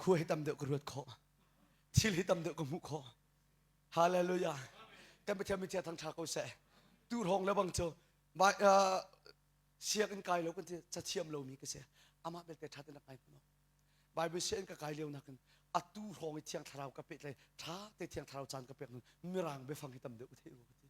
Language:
Hakha Chin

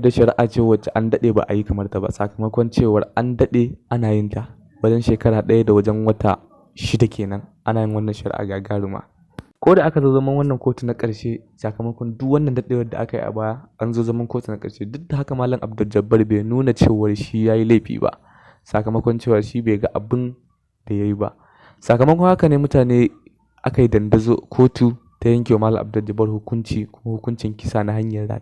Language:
Hausa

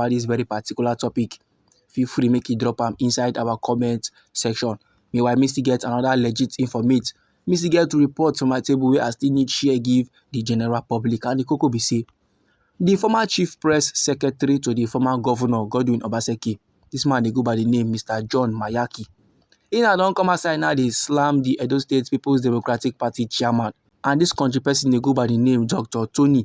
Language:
Nigerian Pidgin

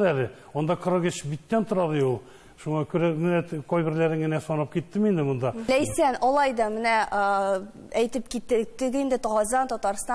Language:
Tatar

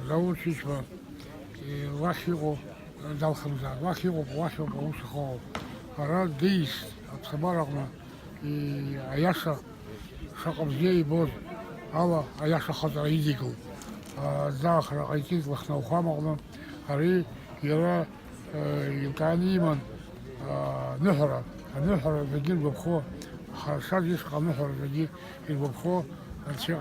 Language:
Abkhazian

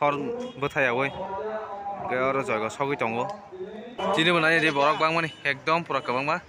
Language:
Kok Borok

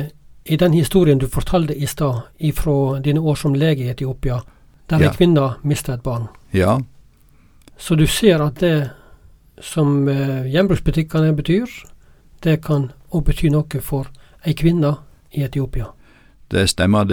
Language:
Norwegian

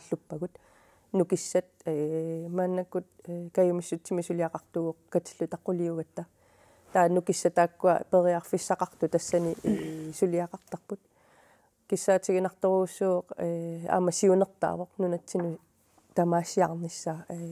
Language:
Kalaallisut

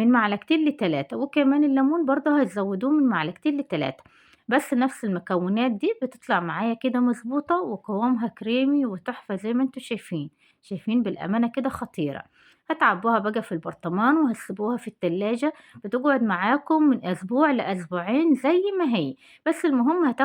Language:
Egyptian Arabic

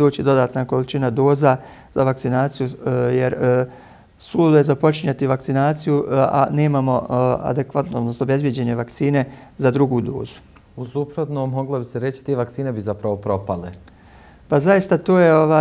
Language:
Bosnian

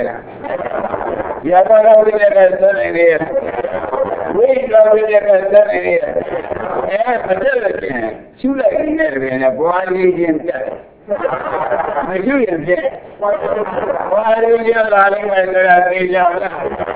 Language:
Burmese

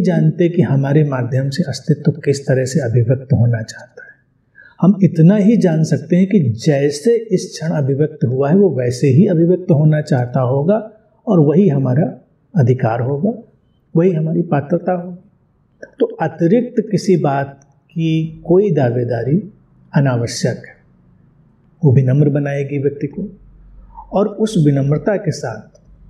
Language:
Hindi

